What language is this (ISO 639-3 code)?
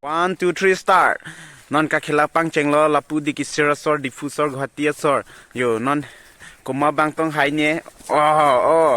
mjw